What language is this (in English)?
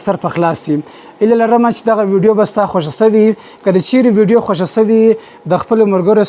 Pashto